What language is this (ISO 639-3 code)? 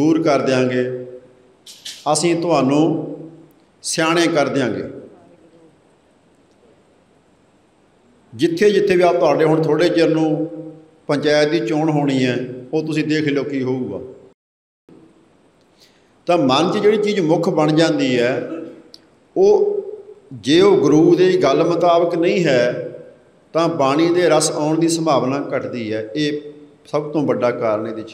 pan